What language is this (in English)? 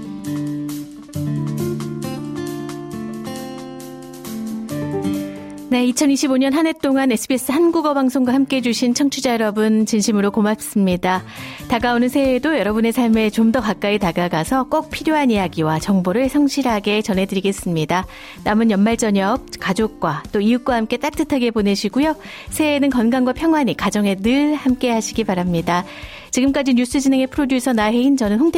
Korean